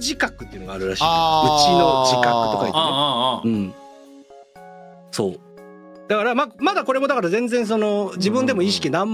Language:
Japanese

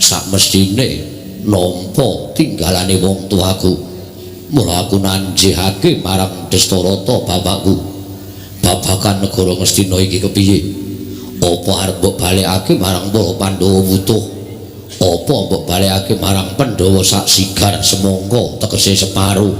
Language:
Javanese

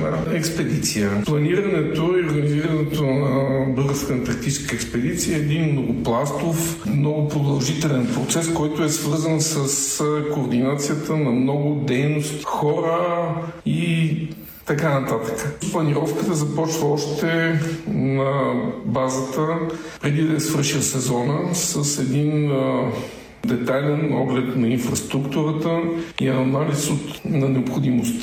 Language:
Bulgarian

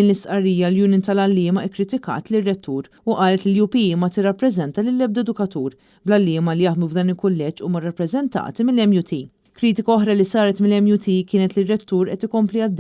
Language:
Maltese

